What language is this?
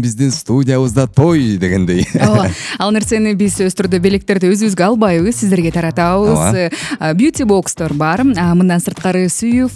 Kyrgyz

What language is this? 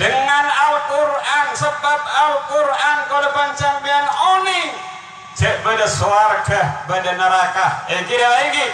Madurese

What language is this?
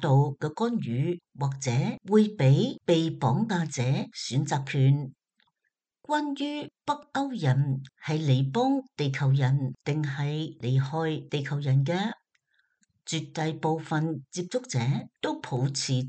Cantonese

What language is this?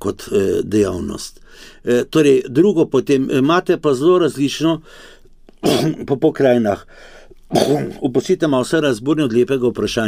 Slovenian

